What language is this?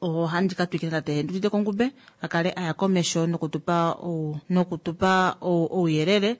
Kuanyama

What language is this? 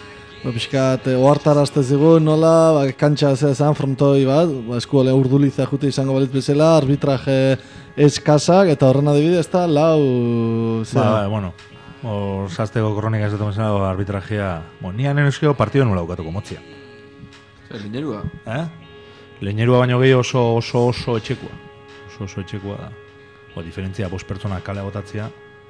Basque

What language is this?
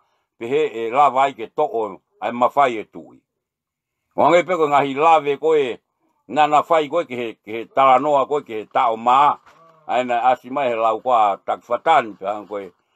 Tongan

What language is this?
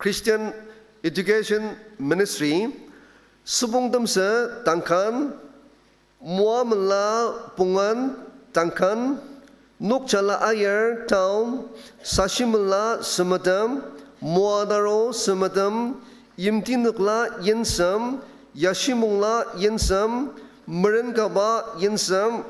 Ao Naga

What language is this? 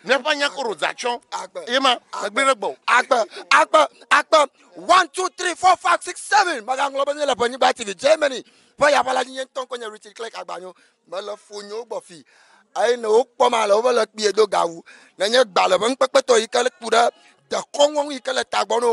Ewe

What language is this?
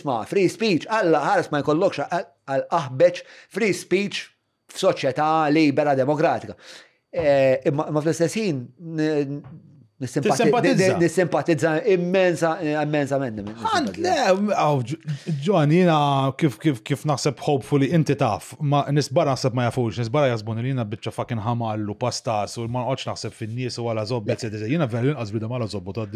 Maltese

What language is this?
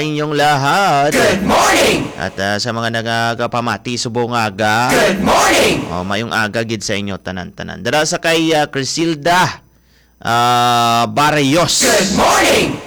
Hiligaynon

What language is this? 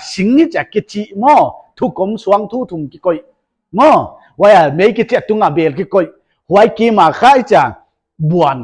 Paite Chin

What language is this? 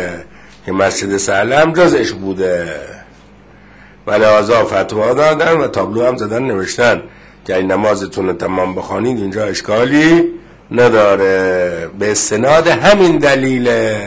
Persian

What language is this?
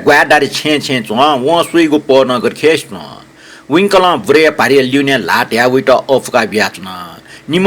Newari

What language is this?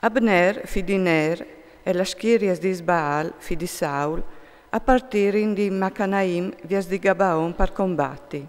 Friulian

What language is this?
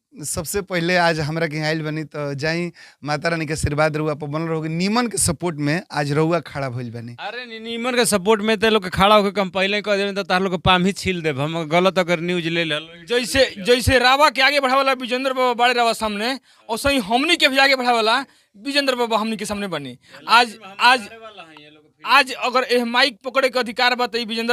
Bhojpuri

